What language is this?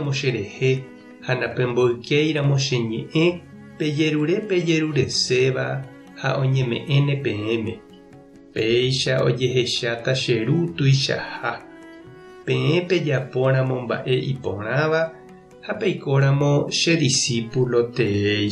Guarani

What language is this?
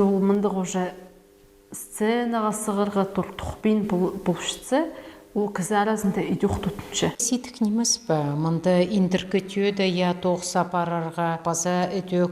Khakas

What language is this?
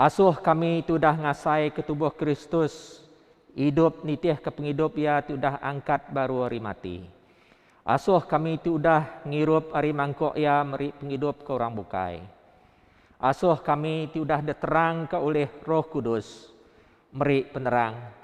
Iban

